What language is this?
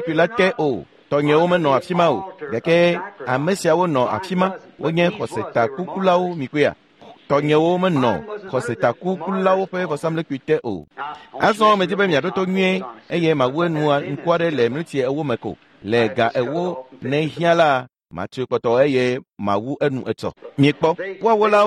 Ewe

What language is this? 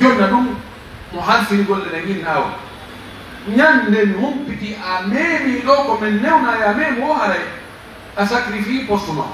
Pular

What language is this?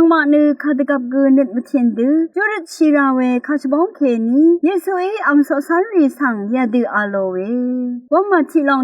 Rawang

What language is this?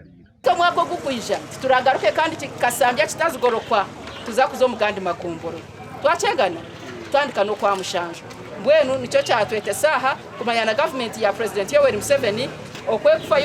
Nyankole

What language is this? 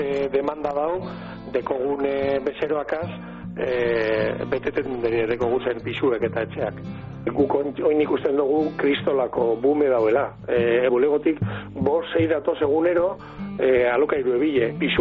Basque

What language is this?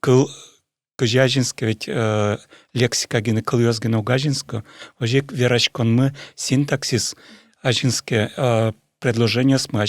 Udmurt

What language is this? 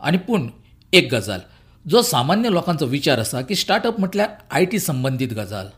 Konkani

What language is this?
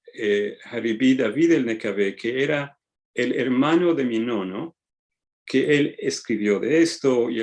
Ladino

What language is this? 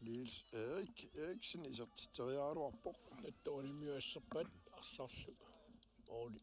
Kalaallisut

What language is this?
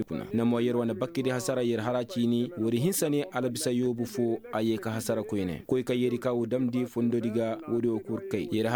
Koyraboro Senni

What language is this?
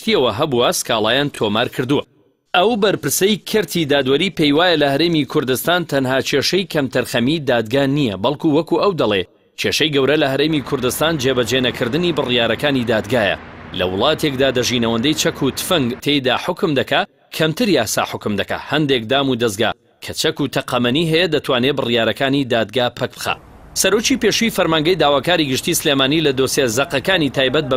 Central Kurdish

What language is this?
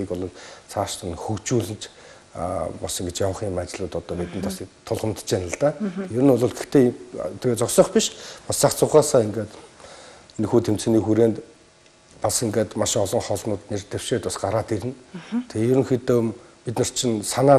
Mongolian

